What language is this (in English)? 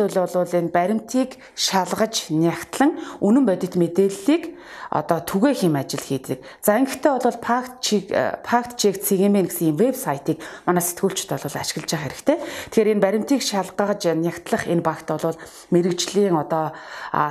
Mongolian